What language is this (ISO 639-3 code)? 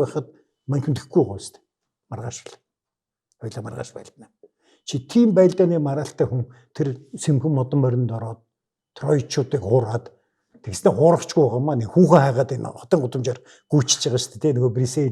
mon